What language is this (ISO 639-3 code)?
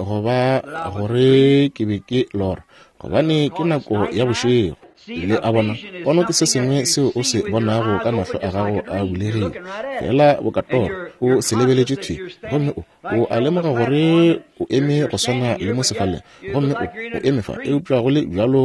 nso